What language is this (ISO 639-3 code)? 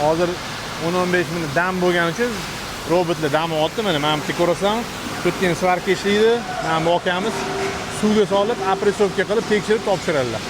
uzb